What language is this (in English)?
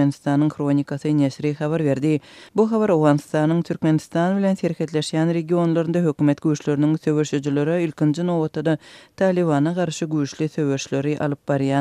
Turkmen